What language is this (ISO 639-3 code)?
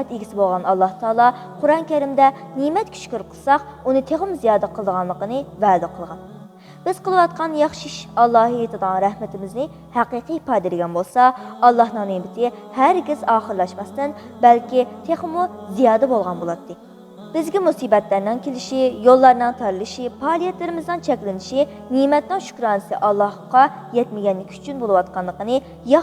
uig